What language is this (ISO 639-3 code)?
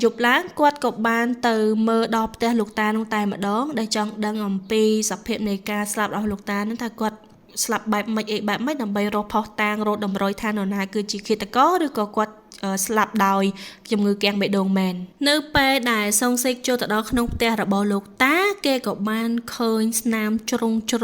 khm